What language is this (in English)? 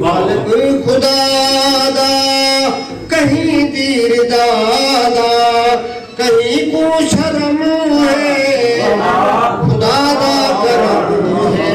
Saraiki